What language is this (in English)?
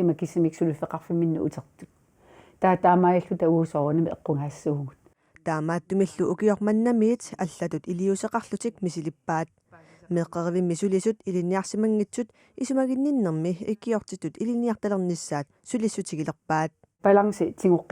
Kalaallisut